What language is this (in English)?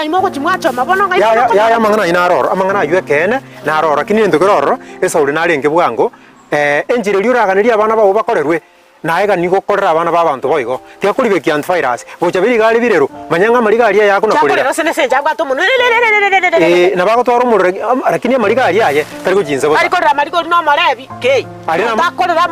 Gusii